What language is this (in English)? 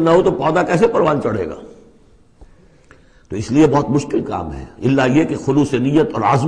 Urdu